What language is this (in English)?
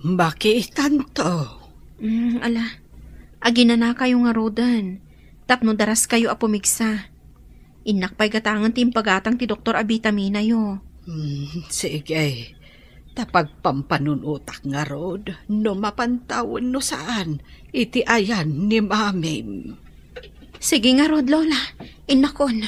Iloko